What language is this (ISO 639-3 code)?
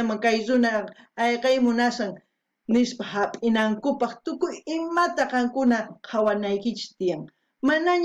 quh